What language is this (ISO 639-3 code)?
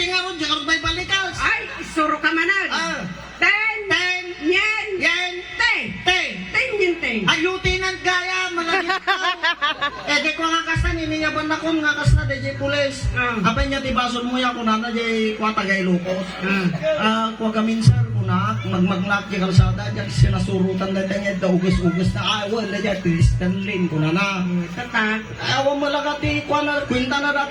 ilo